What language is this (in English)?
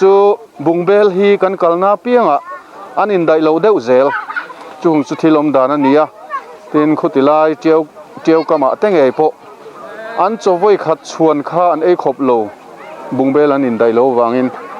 Mizo